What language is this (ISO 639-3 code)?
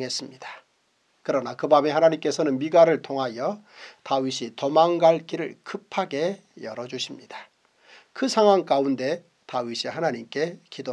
kor